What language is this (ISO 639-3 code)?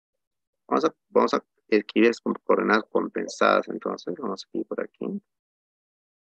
spa